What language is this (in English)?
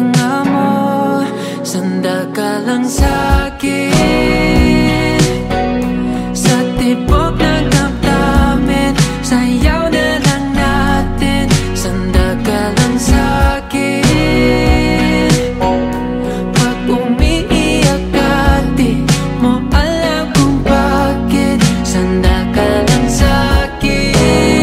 Filipino